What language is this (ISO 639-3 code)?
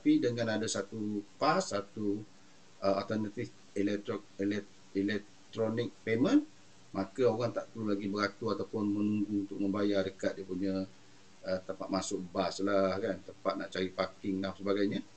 msa